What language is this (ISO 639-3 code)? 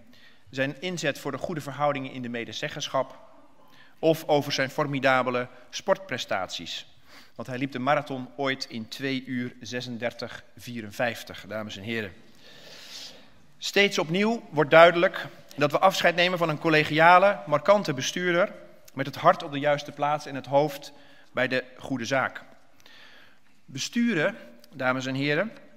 nld